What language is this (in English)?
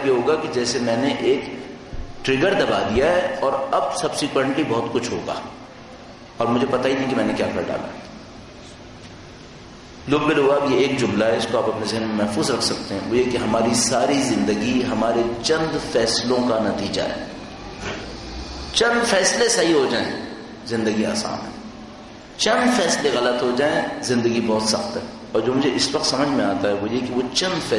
Urdu